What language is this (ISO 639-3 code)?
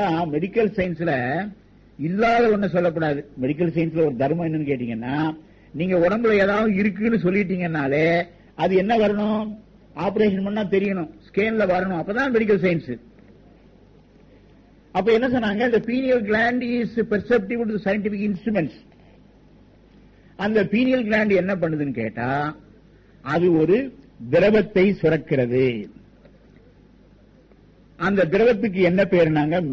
tam